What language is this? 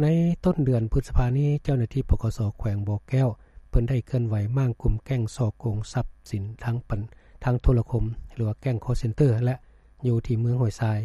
Lao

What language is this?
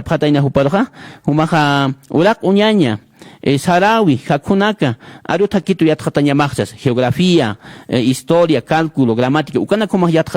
Aymara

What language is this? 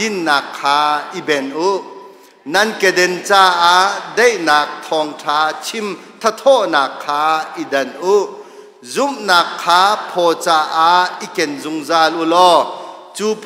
Hakha Chin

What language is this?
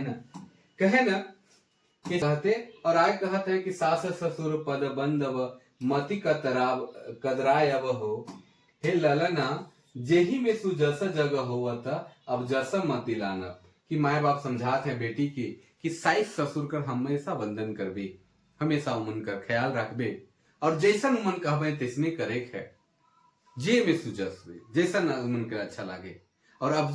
Sadri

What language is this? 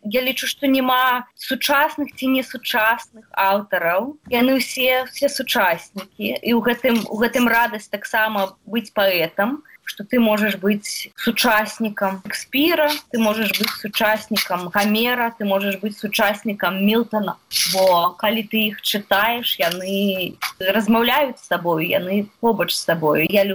Belarusian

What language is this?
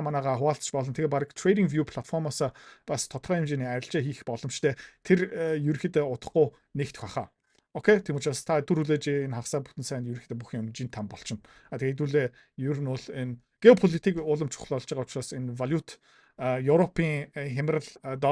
Mongolian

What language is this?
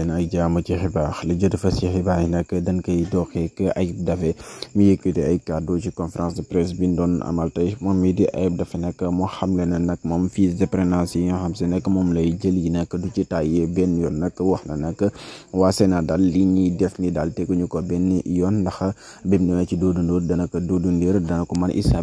Wolof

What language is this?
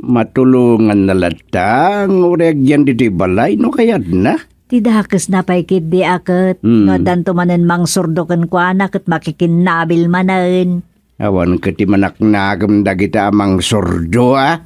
Iloko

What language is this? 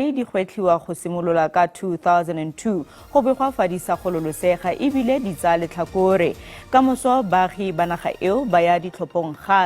Tswana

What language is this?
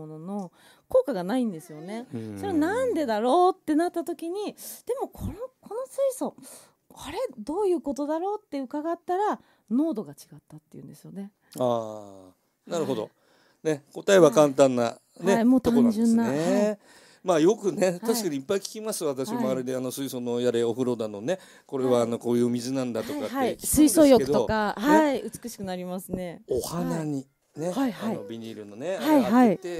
Japanese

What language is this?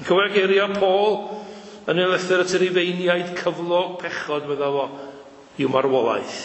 Welsh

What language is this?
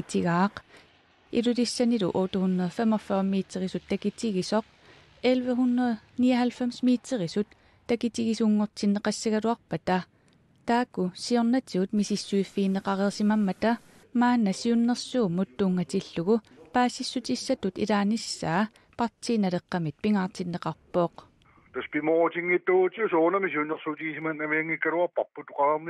Kalaallisut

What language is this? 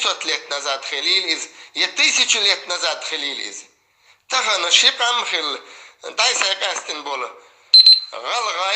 Chechen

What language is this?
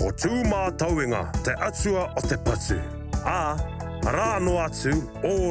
Māori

